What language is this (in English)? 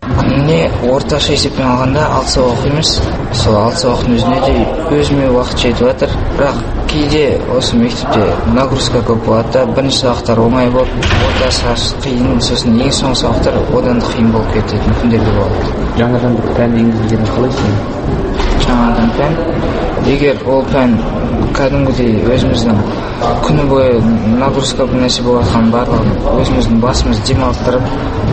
Kazakh